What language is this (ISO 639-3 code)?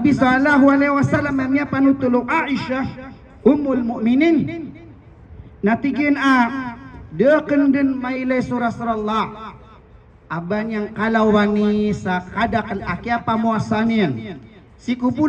mrw